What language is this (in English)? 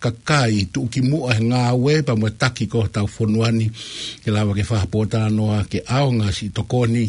Tongan